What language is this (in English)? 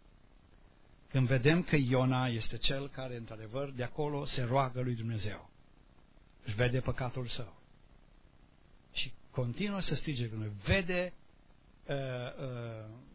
Romanian